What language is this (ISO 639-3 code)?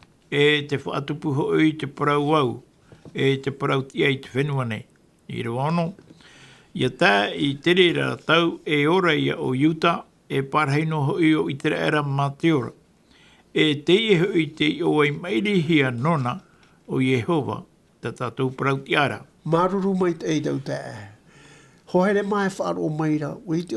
tah